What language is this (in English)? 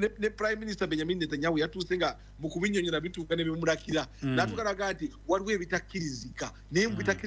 Ganda